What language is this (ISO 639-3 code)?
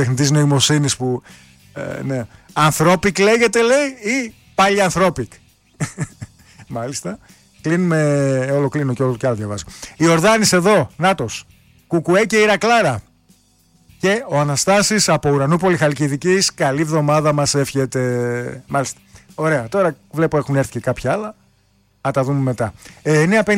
ell